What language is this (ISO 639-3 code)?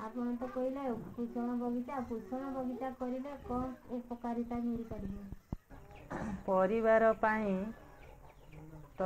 ori